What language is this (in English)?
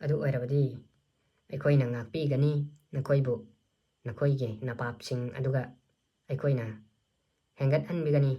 Manipuri